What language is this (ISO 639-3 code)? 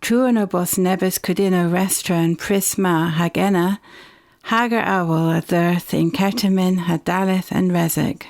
cor